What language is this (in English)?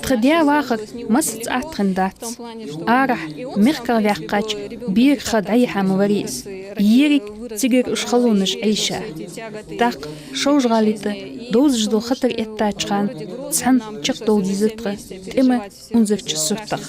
Ingush